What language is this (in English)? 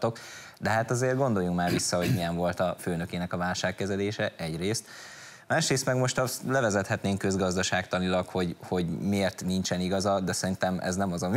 Hungarian